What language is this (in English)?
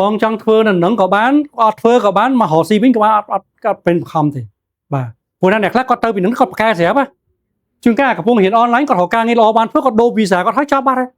Khmer